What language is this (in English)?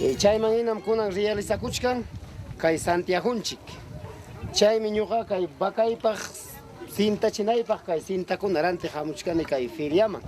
Ayacucho Quechua